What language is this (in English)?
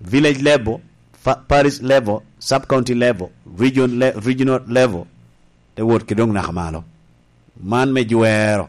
Lango (Uganda)